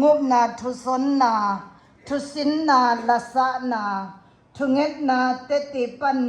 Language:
Siyin Chin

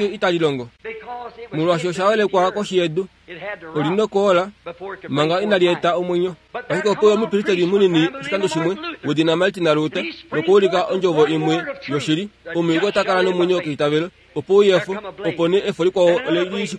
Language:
Kuanyama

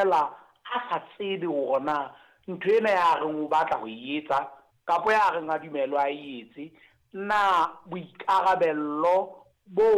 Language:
Southern Sotho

